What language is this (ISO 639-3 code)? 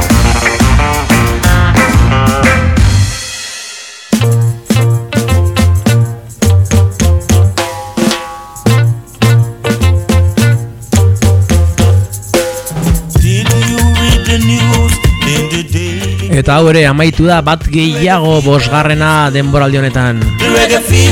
eus